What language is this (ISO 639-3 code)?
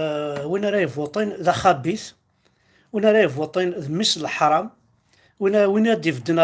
kab